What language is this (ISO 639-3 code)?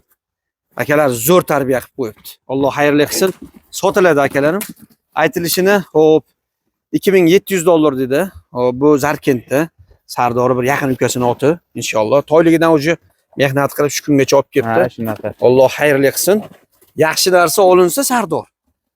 uzb